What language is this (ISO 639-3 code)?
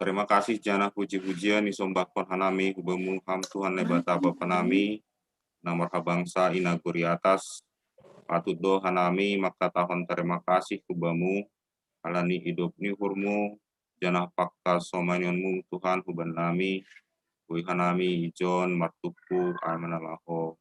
bts